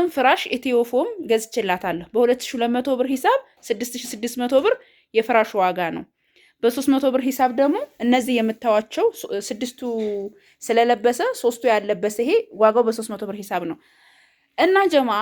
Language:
Amharic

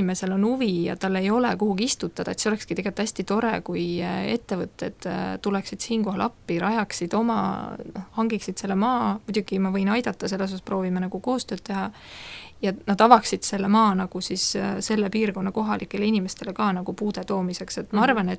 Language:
Estonian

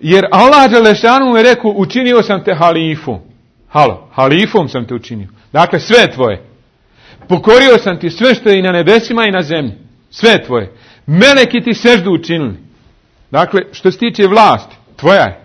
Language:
Bosnian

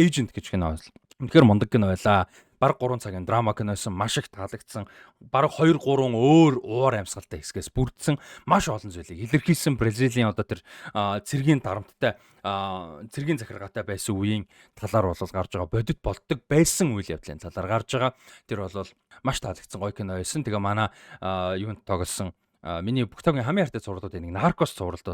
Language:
Mongolian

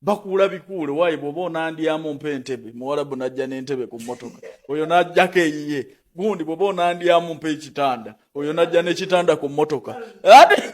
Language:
Ganda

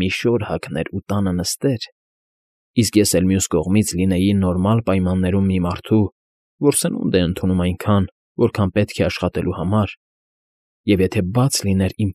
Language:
Armenian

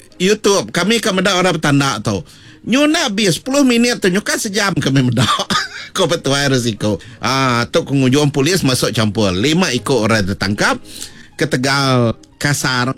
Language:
Iban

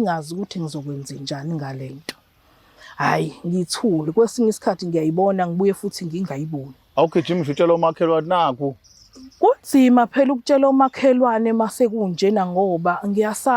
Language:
Zulu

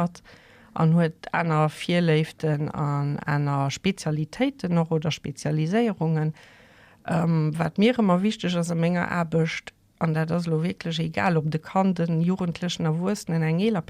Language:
Luxembourgish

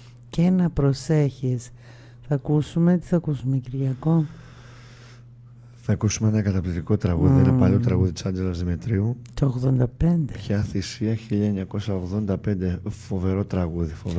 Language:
Greek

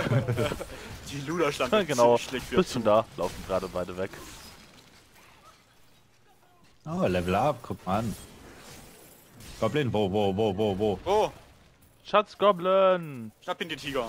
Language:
German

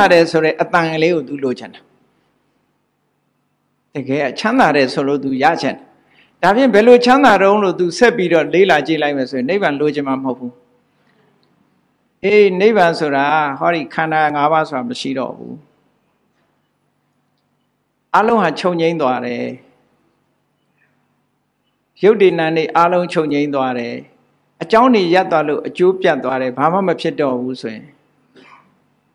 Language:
Burmese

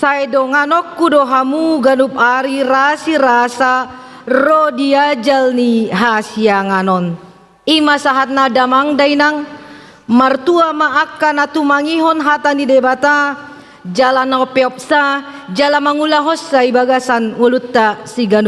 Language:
Batak Toba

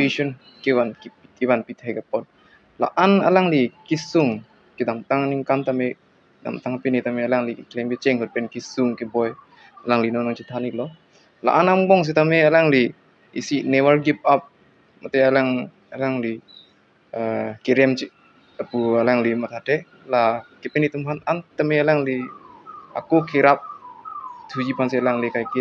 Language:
Karbi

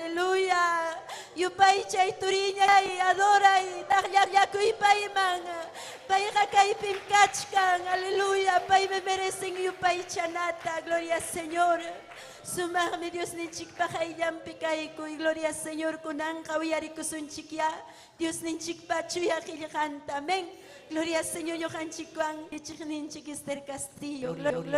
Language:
Ayacucho Quechua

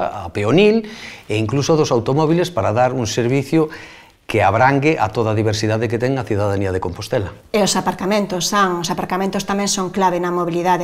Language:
Galician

